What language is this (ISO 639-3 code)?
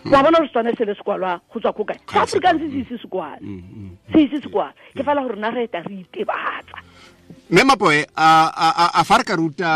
tsn